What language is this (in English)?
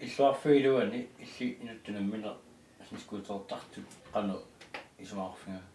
Kalaallisut